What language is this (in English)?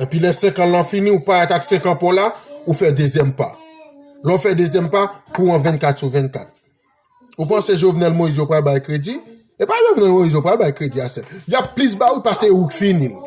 Haitian Creole